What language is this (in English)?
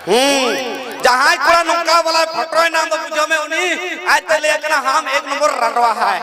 Santali